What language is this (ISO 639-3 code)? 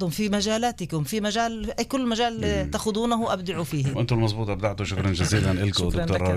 apc